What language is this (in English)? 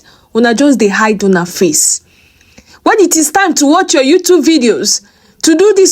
Nigerian Pidgin